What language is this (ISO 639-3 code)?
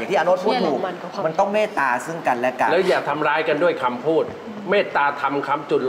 tha